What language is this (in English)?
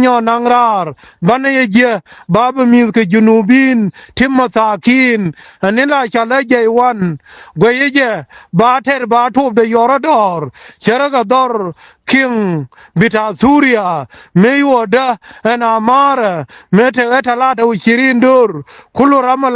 Nuer